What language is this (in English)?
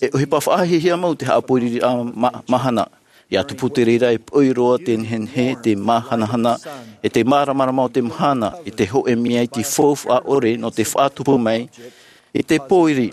Tahitian